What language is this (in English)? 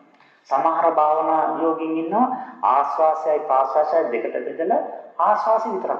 Sinhala